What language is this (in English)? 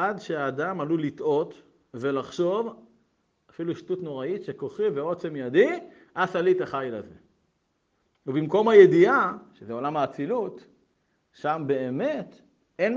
Hebrew